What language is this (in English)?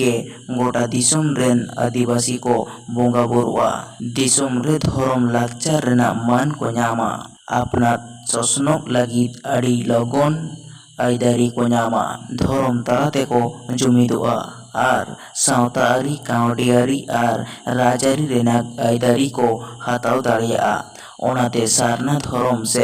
Santali